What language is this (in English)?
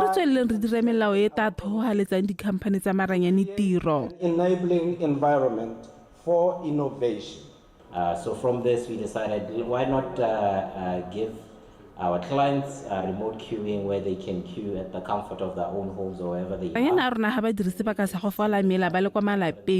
Tswana